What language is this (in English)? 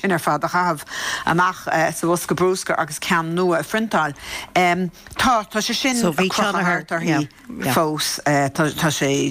Irish